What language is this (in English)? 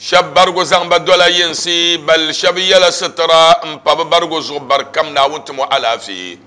Dagbani